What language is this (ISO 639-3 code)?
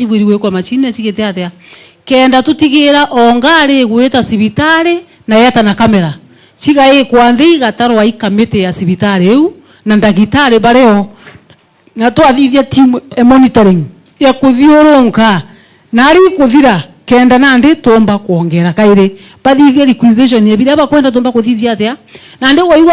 mer